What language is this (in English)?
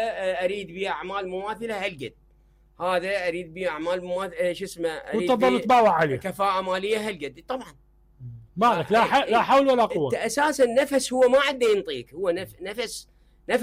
Mesopotamian Arabic